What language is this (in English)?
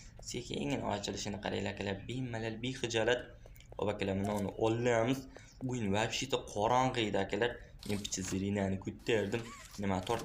Uzbek